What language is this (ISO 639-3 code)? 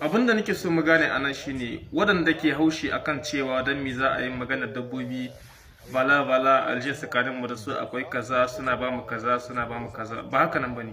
hau